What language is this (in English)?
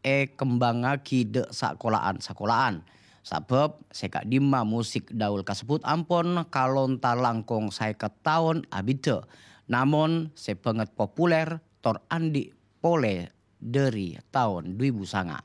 Madurese